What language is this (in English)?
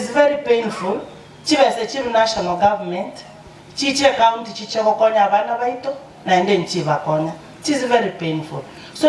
Gusii